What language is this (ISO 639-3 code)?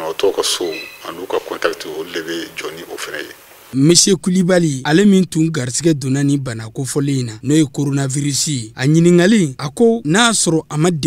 bam